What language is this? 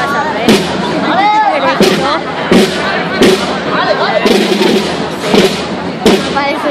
Catalan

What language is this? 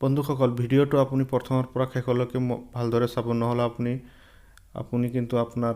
Assamese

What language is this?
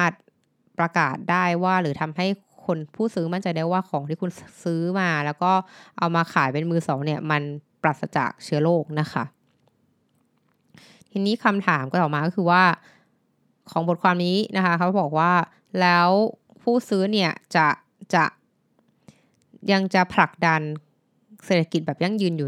Thai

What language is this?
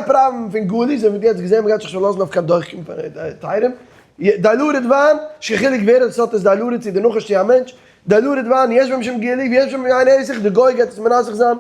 Yiddish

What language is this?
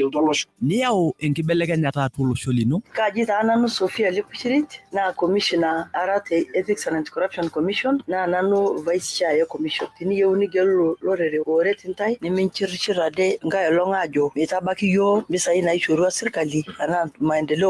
Masai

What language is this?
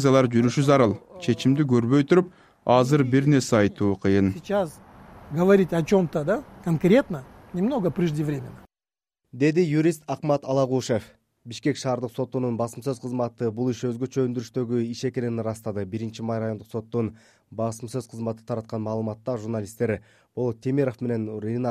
Kyrgyz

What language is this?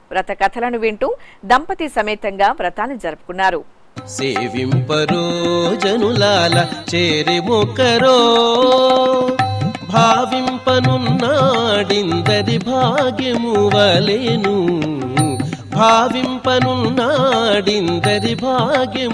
Telugu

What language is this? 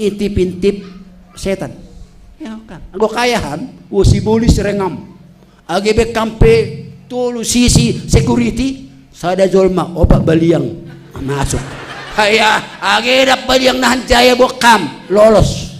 Batak Simalungun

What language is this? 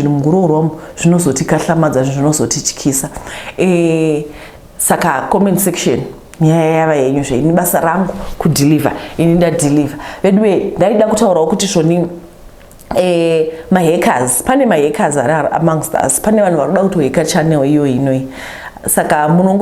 Shona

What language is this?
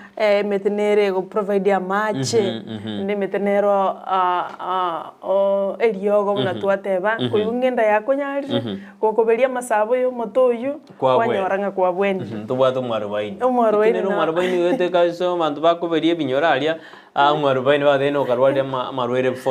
Gusii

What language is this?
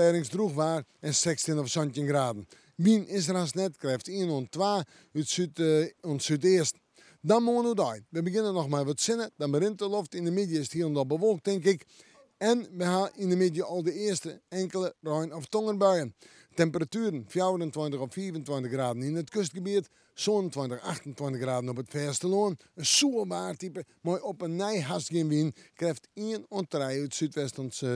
Western Frisian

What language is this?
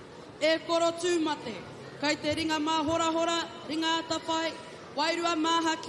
Māori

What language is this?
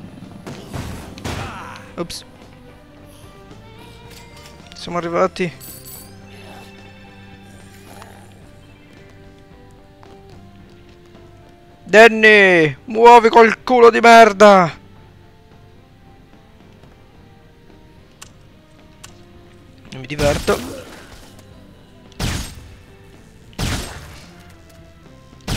Italian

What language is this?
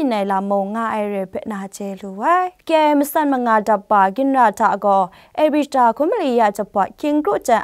Kachin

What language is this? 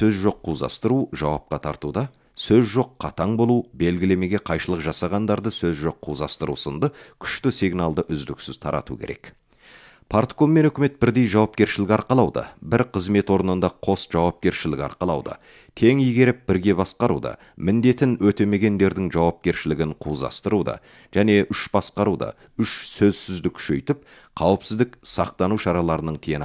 Kazakh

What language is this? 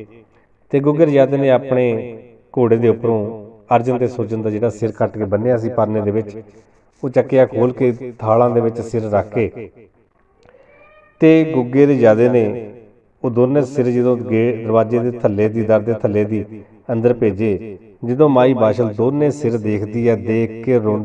Punjabi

